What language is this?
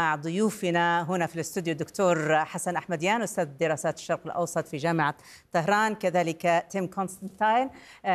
Arabic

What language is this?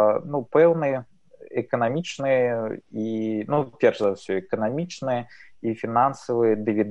Belarusian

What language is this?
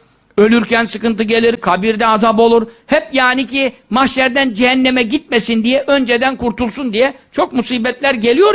Turkish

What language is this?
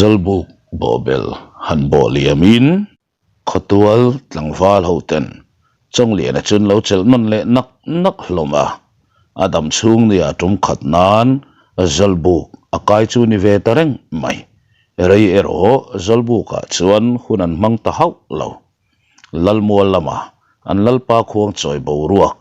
Mizo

